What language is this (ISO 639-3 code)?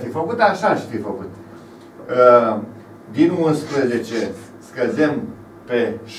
ron